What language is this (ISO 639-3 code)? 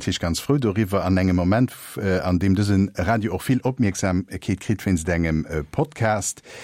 ltz